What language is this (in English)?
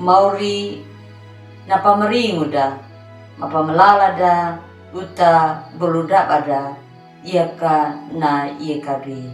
Anakalangu